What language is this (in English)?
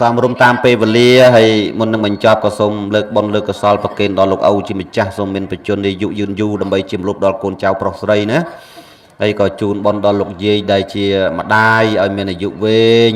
Khmer